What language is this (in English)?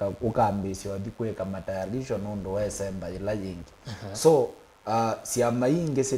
Kamba